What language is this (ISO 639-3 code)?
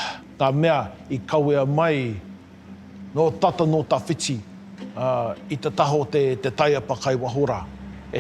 mri